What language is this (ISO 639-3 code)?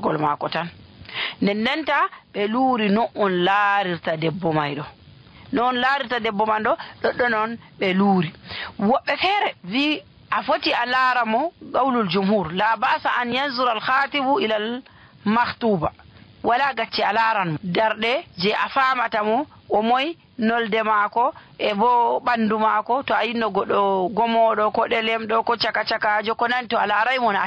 fuv